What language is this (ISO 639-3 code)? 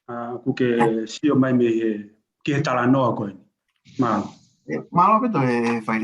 ton